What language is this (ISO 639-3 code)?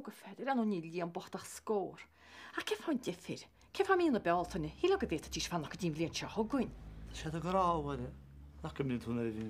gle